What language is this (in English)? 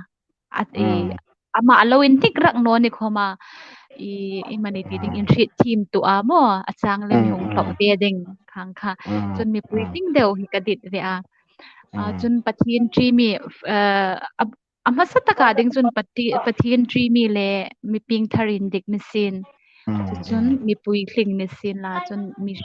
Hmar